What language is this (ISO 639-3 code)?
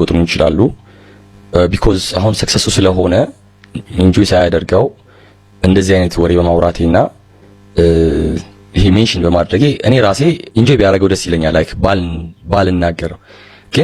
amh